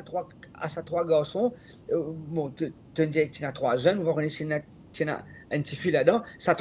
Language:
Morisyen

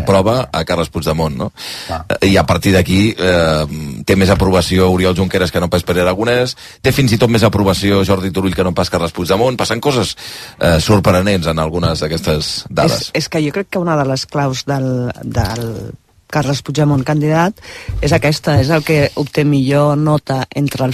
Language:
Catalan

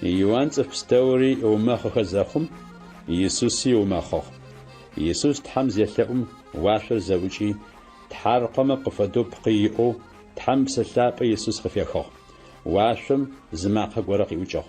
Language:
Adyghe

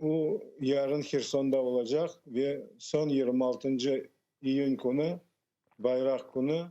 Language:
Crimean Tatar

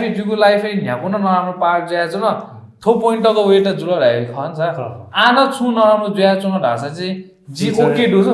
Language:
Newari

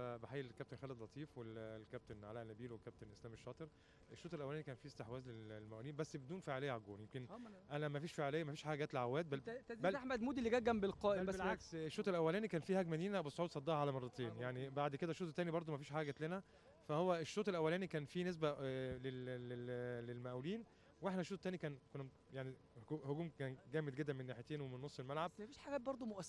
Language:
Egyptian Arabic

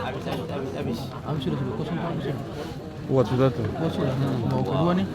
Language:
Ambonese Malay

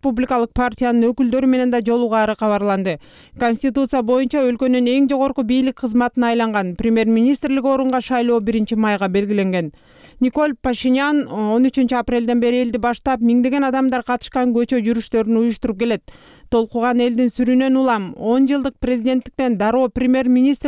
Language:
Kyrgyz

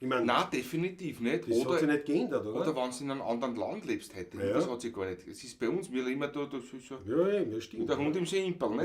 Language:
Bavarian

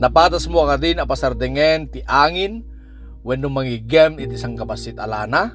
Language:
Iloko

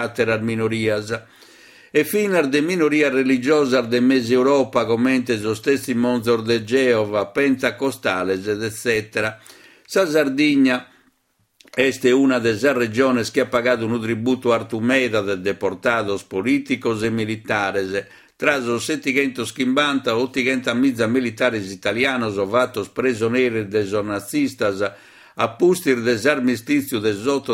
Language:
Sardinian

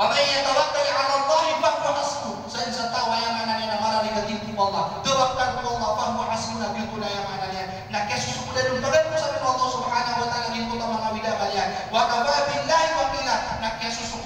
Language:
Maranao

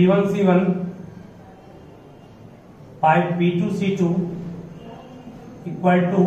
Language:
Hindi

